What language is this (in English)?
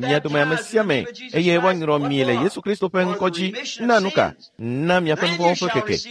Ewe